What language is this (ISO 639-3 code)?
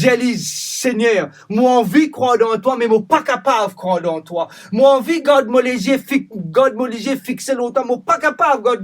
mfe